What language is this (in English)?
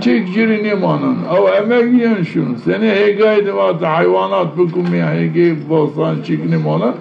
Zaza